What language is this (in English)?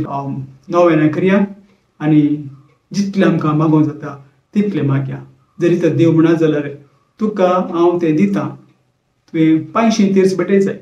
Konkani